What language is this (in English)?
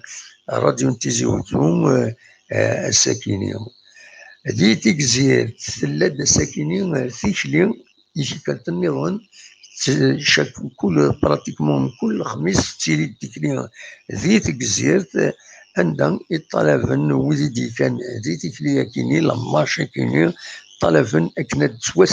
Kabyle